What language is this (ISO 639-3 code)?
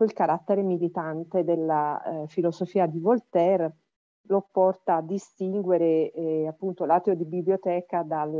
ita